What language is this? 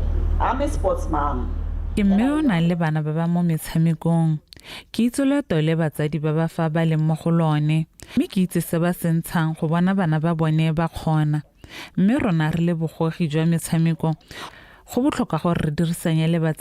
Tswana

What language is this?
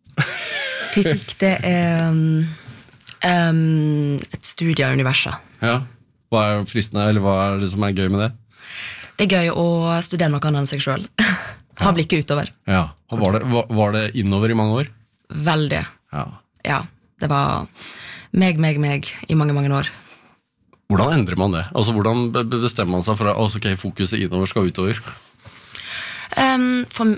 Norwegian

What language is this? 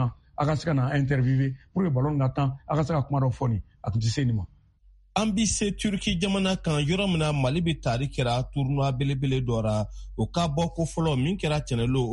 Bambara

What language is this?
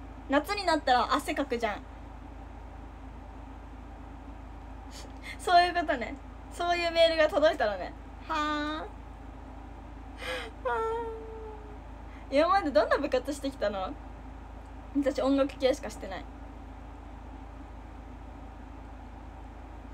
Japanese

